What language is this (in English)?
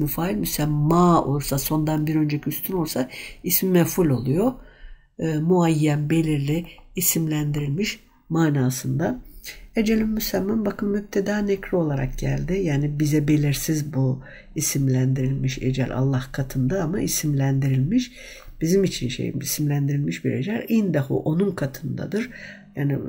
Turkish